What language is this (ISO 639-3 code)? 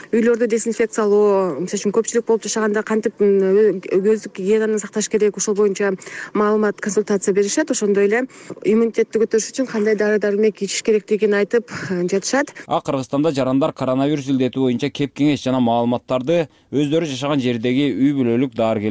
kir